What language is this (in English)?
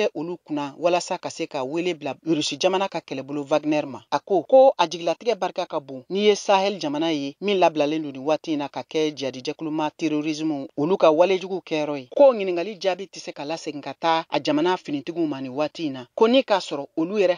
Bambara